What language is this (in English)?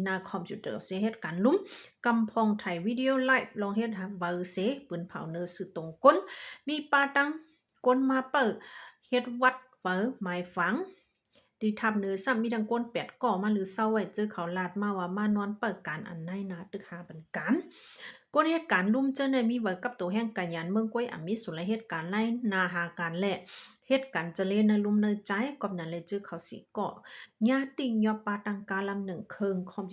Shan